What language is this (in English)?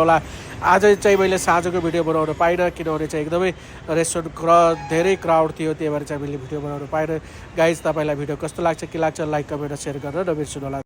Nepali